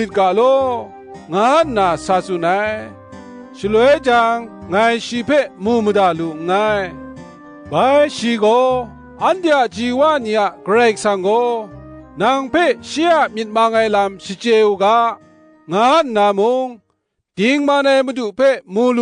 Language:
Kachin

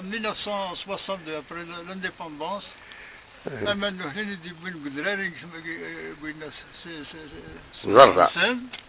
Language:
Kabyle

